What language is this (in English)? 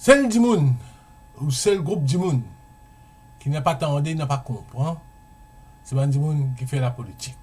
Morisyen